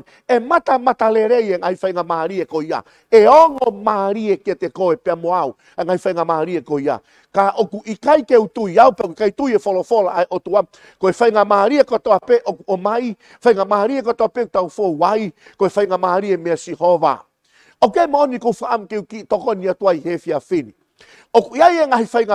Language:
Tongan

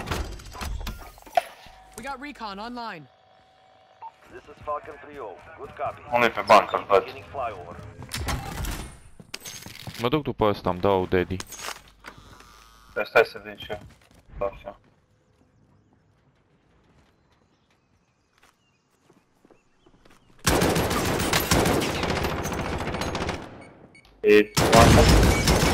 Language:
Romanian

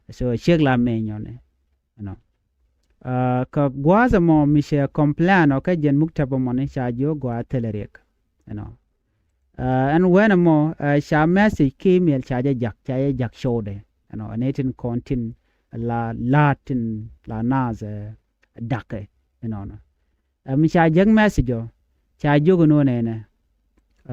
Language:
Nuer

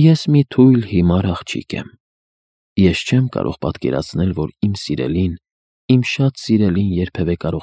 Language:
Armenian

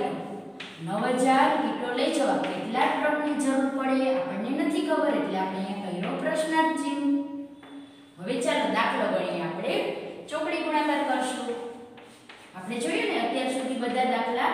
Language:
Gujarati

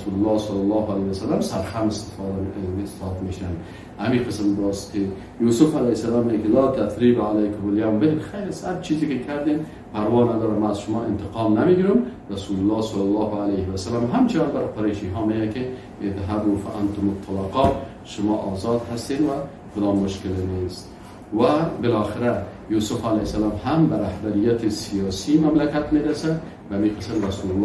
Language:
Persian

